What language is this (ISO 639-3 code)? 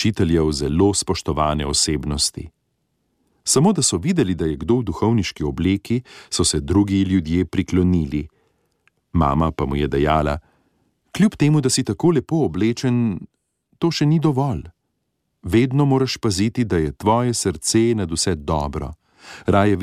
slv